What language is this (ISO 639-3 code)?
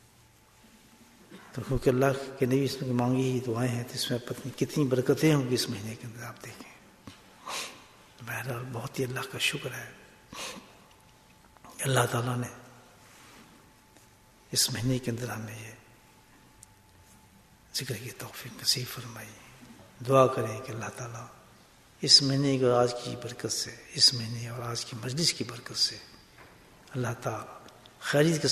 urd